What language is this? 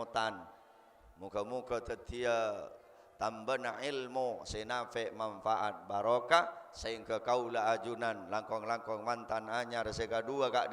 Madurese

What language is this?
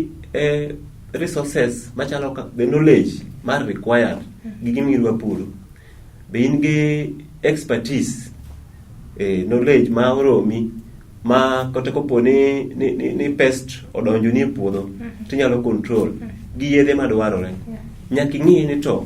Luo (Kenya and Tanzania)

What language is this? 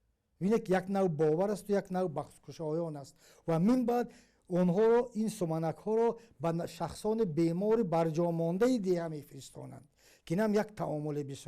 Tajik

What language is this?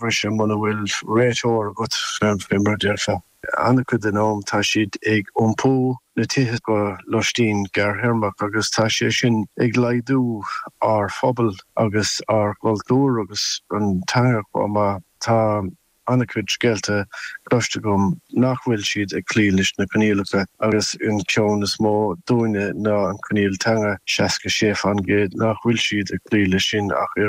Irish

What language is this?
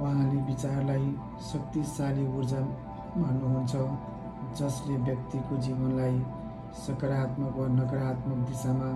Nepali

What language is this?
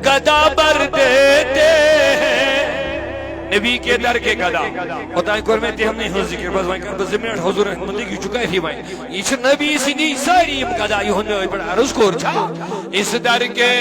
Kashmiri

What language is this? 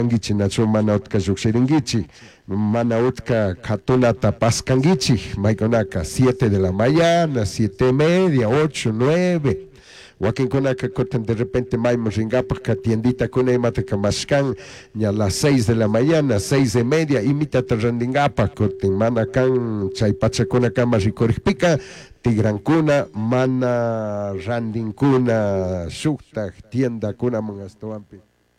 Chimborazo Highland Quichua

